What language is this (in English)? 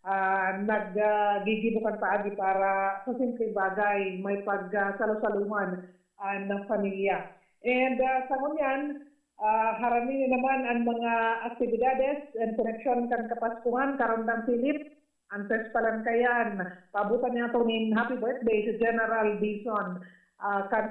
Bikol